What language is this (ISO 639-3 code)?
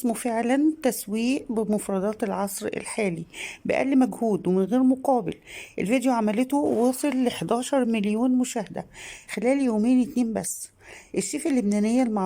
arz